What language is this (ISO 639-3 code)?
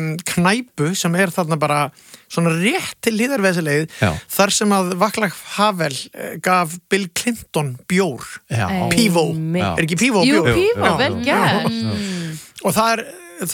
isl